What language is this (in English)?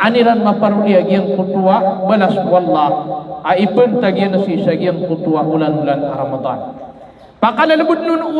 Maranao